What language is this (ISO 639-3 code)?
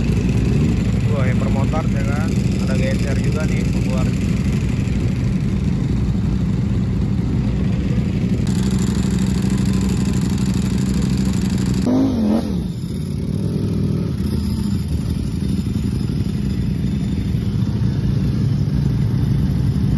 ind